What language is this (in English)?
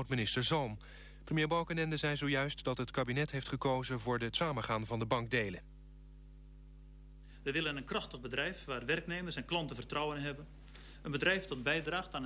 Dutch